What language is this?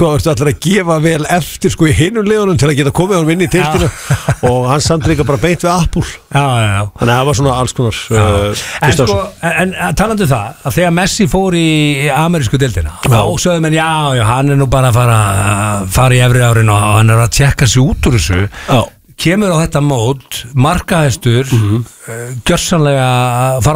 Icelandic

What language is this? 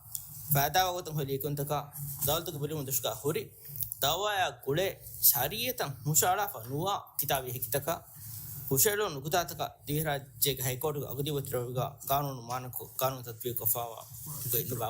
Divehi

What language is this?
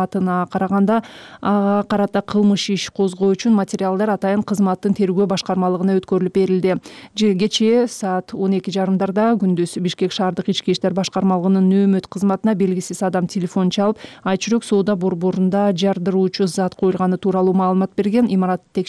Kyrgyz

